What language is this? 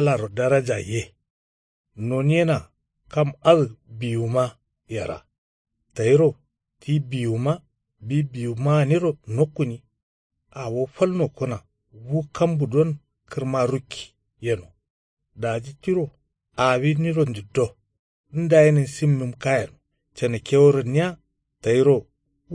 Kanuri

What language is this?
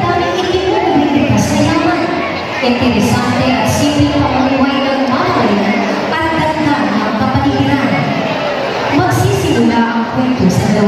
Filipino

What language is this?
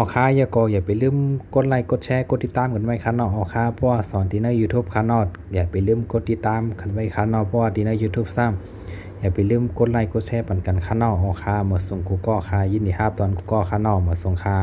Shan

